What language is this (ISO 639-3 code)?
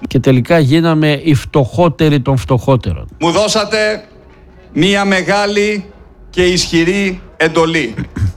ell